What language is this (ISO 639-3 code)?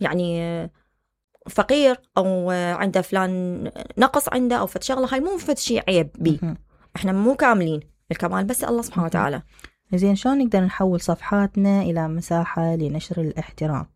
acm